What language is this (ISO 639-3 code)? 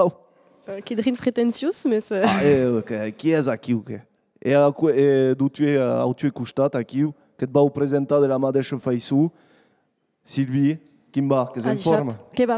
oci